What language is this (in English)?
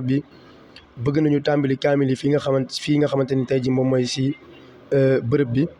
Wolof